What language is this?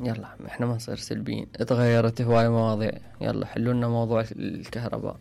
Mesopotamian Arabic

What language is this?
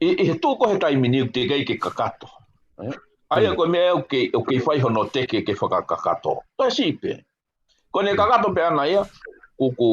Tongan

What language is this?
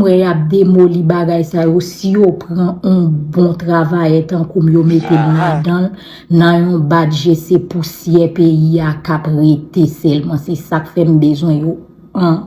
Haitian Creole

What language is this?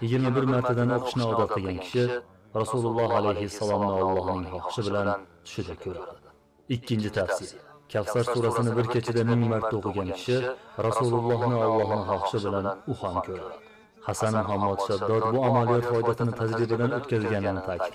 Uzbek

